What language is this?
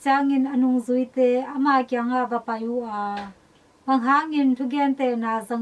Tedim Chin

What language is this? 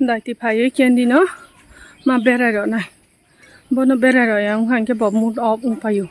Kok Borok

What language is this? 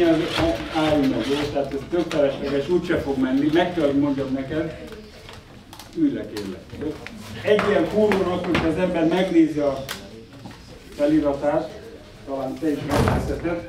Hungarian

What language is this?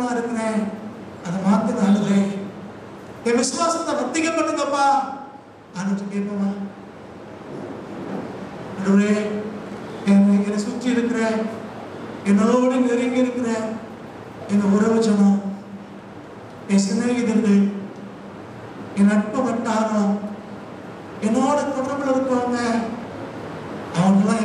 Tamil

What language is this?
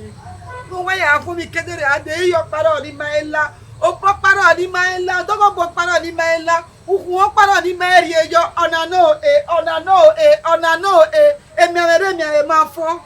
Bini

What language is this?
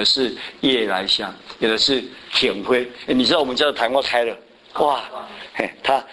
Chinese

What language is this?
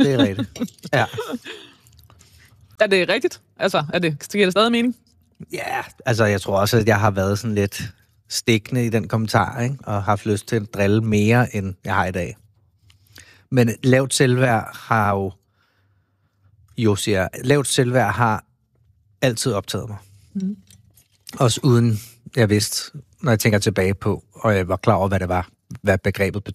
Danish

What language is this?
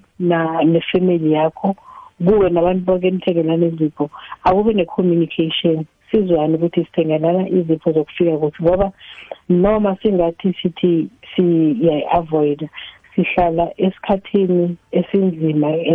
South Ndebele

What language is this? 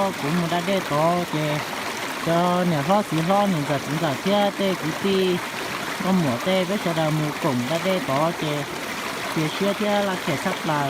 Hmong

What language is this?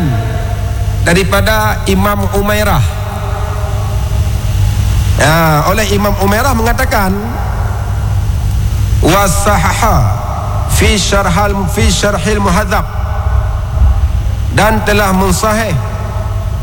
Malay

